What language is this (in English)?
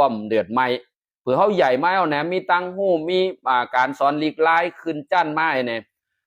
Shan